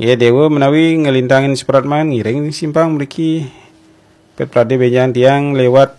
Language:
Balinese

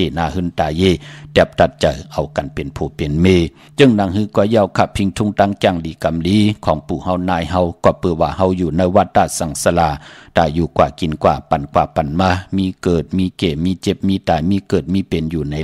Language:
Shan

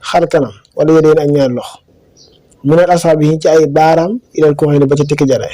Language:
Wolof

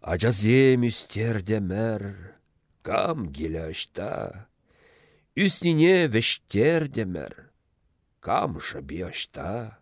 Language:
Chuvash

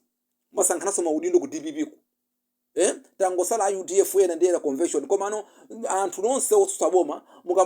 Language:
Nyanja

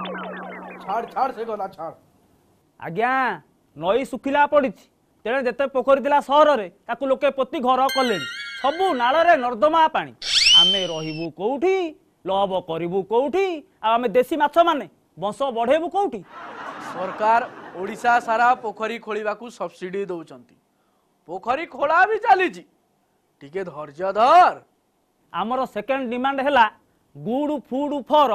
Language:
Odia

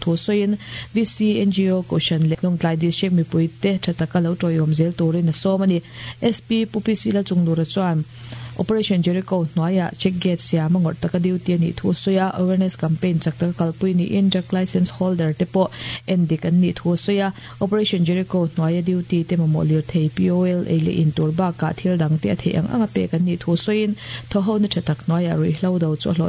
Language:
Mizo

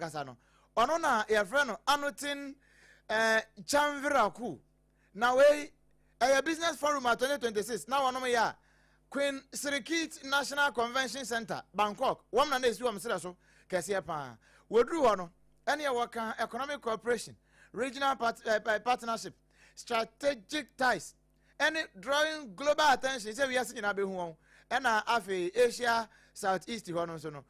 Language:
Akan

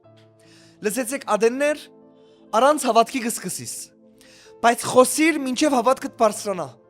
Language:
Western Armenian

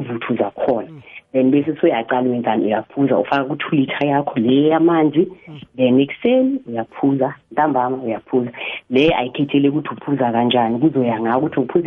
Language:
South Ndebele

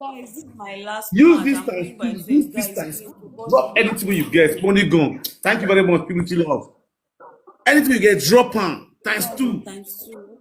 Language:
Nigerian Pidgin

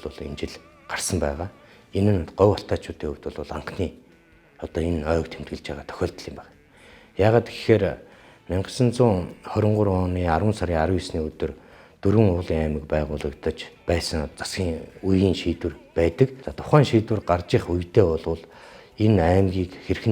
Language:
Mongolian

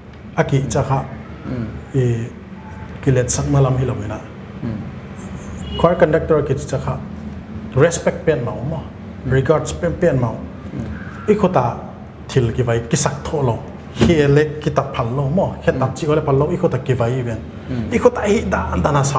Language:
Paite Chin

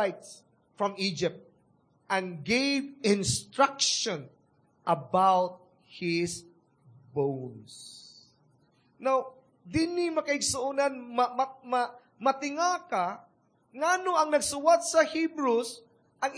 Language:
Cebuano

